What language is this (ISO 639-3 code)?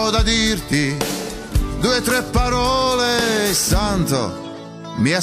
bos